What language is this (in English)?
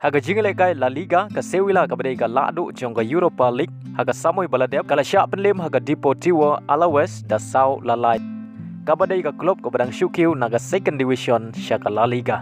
Khasi